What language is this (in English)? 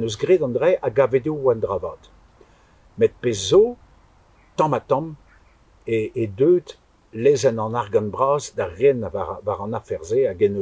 Breton